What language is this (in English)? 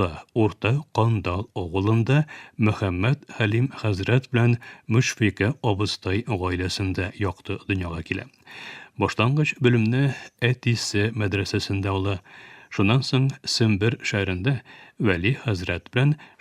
Tatar